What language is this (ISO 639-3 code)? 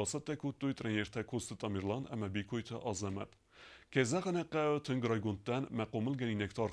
oss